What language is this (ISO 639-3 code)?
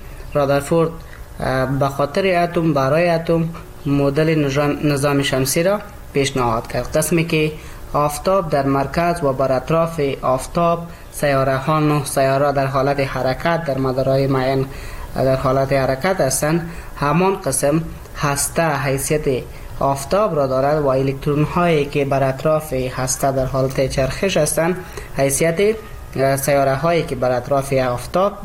fas